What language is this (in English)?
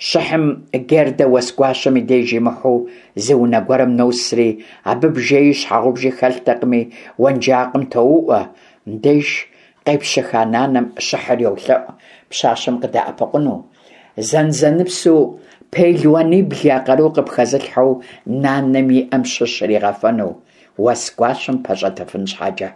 Kabardian